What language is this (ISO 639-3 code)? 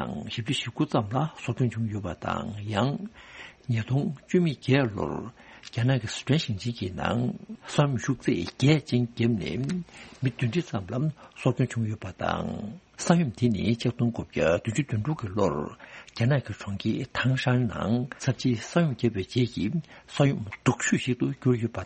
bod